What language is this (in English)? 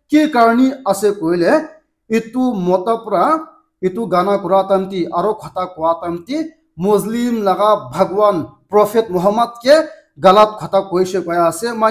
Naga Pidgin